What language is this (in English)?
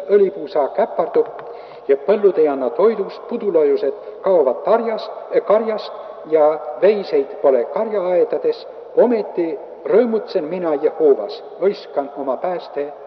Estonian